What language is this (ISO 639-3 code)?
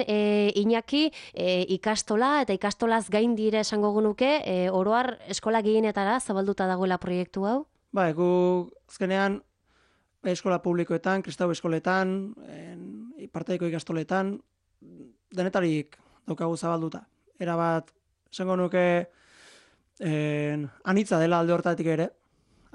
eus